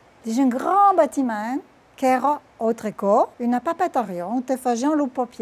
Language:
Occitan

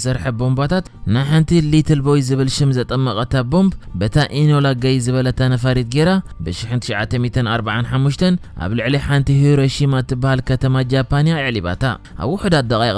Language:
Tigrinya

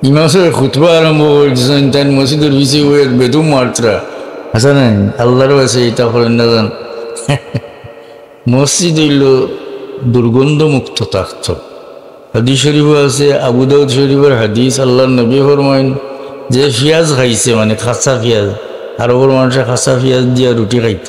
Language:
Sylheti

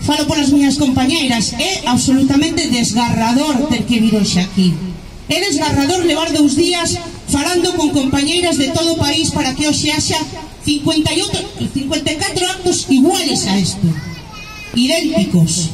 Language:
Galician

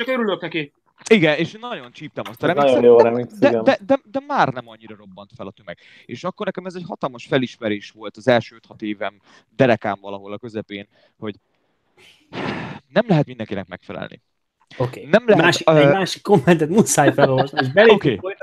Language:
Hungarian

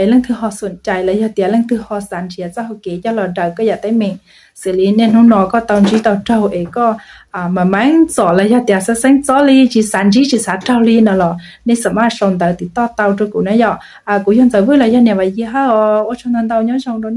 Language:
Hmong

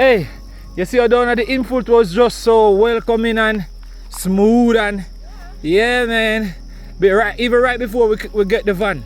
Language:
Jamaican Creole English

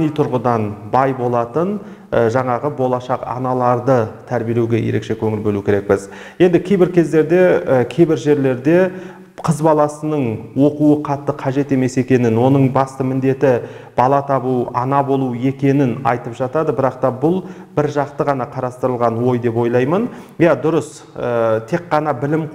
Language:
Kazakh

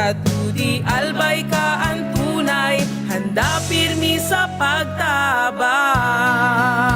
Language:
Bikol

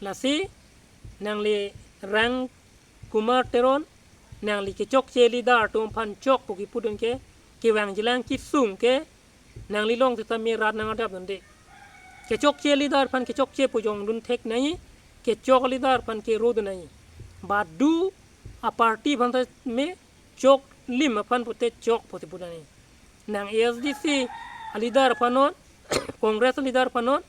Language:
Karbi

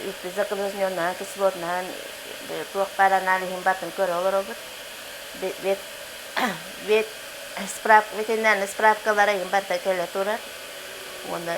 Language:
Yakut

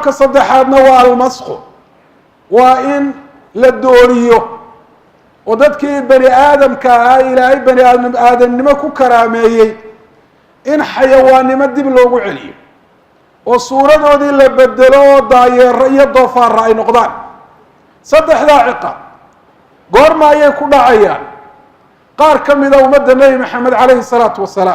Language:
Somali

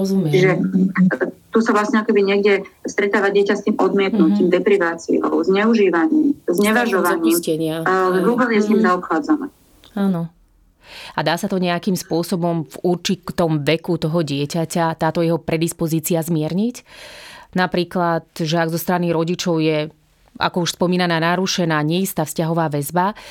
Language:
Slovak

